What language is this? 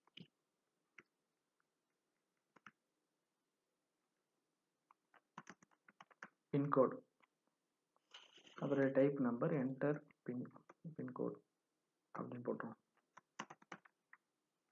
Tamil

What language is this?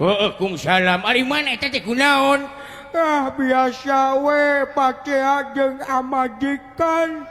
Sundanese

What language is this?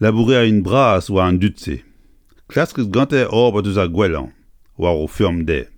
Breton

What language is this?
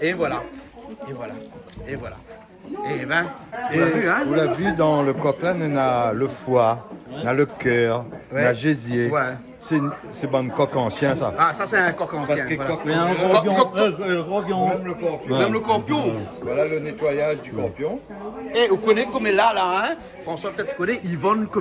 Réunion Creole French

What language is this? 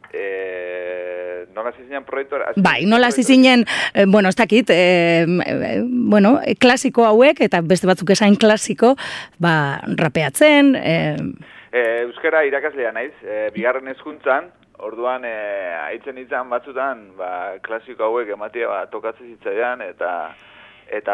Basque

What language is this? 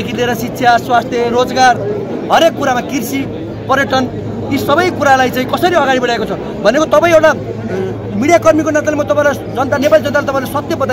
Nepali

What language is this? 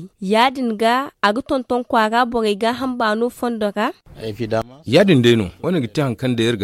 Zarma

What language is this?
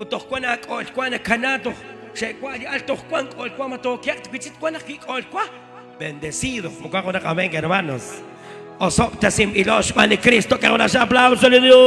Kekchí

